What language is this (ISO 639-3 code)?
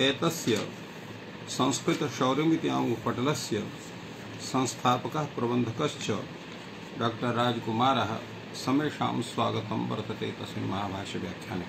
san